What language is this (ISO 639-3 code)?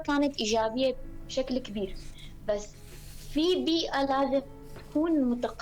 apc